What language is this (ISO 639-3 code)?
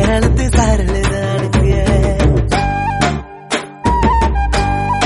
tam